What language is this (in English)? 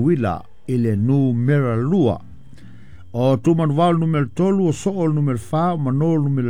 Samoan